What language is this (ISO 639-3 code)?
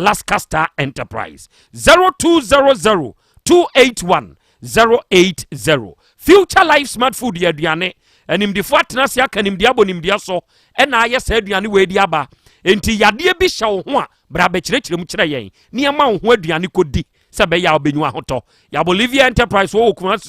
aka